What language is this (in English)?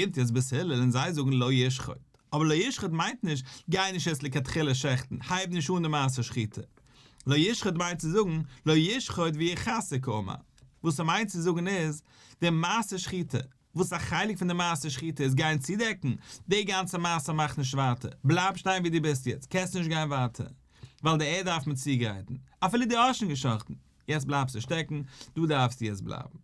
Yiddish